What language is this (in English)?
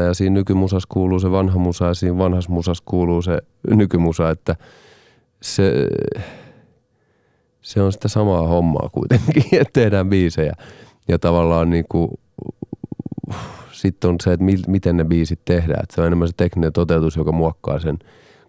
Finnish